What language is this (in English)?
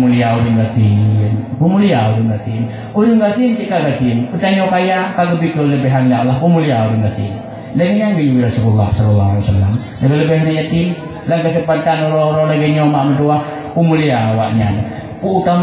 Achinese